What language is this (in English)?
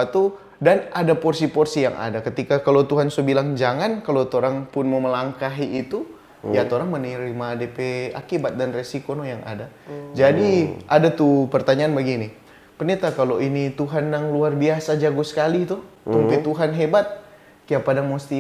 Manado Malay